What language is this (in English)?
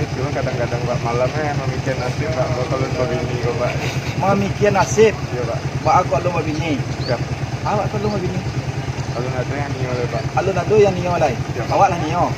Minangkabau